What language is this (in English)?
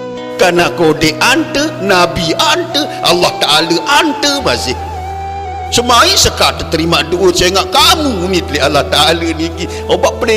Sasak